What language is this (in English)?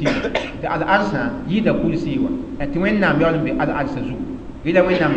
Mossi